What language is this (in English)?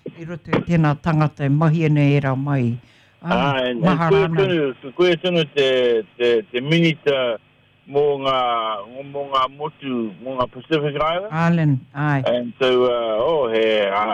Māori